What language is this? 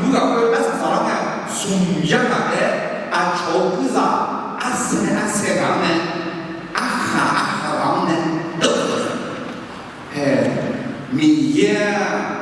Akha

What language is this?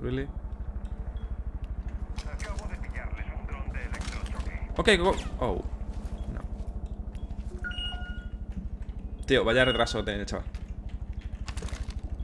Spanish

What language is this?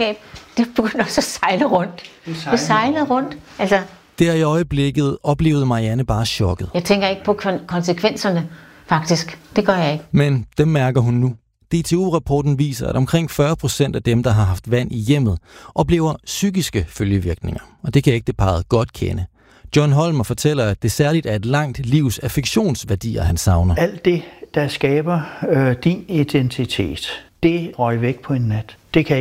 Danish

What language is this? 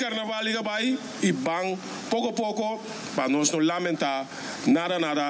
Papiamento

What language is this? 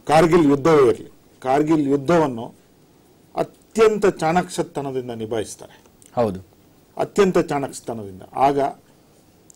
Kannada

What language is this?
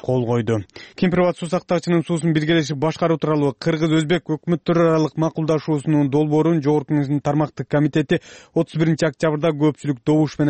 Kyrgyz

